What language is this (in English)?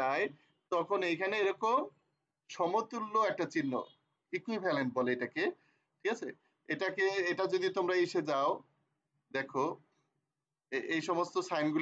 Bangla